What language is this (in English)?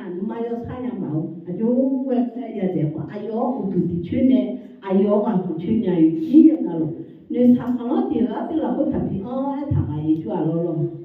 Akha